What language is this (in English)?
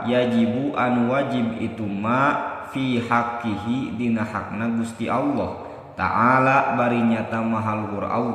Sundanese